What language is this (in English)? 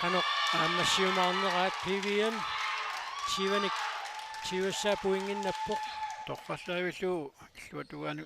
Kalaallisut